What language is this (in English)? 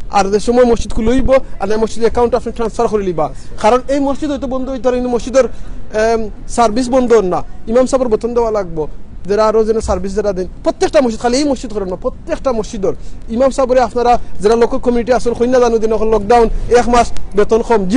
Sylheti